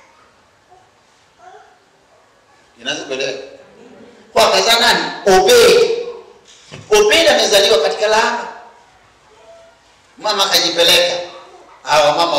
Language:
Swahili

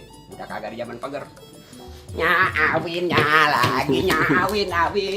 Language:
Betawi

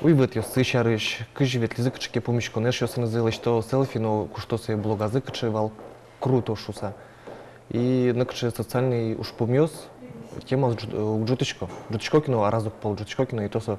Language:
Udmurt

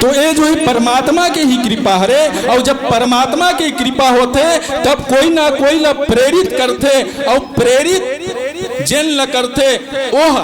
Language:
Chhattisgarhi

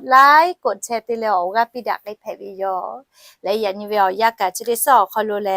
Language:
Lahu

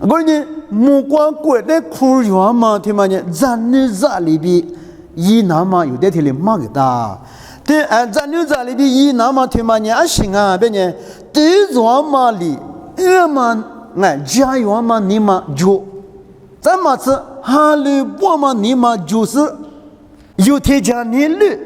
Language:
Lisu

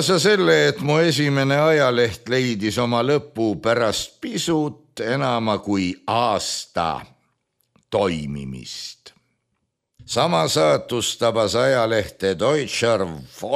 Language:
Estonian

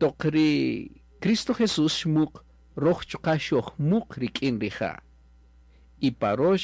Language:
Kaqchikel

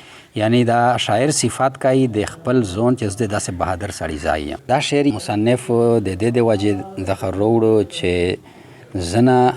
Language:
Pashto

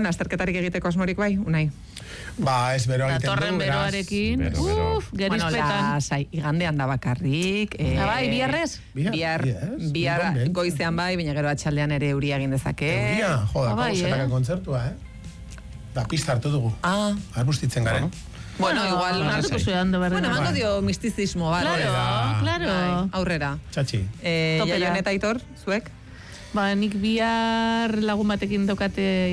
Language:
Basque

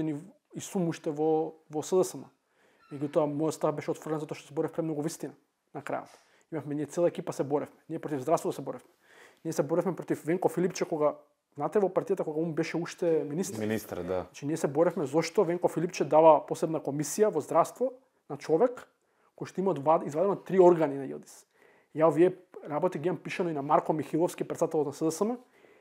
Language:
Macedonian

